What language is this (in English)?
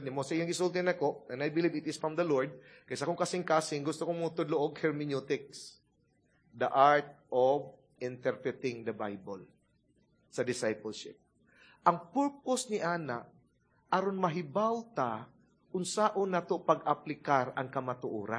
Cebuano